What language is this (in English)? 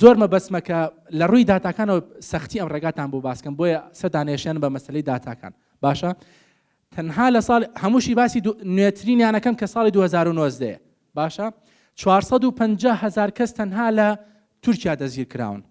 Central Kurdish